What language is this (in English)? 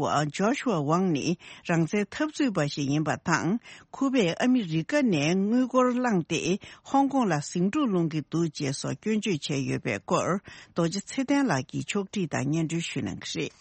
Tibetan